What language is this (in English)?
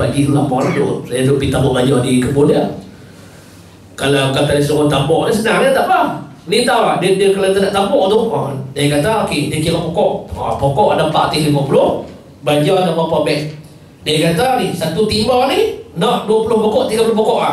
Malay